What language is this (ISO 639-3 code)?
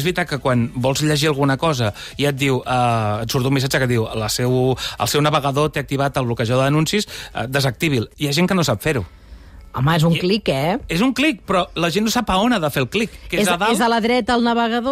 cat